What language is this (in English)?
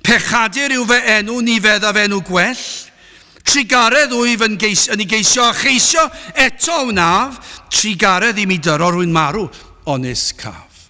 Welsh